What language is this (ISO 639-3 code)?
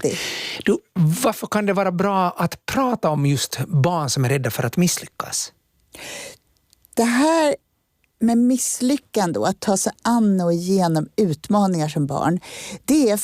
swe